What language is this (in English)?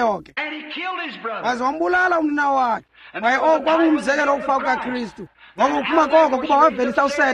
Xhosa